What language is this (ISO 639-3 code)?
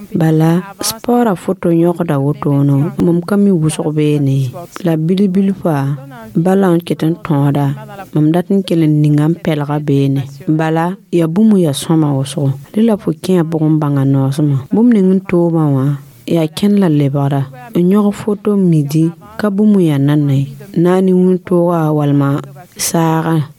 mos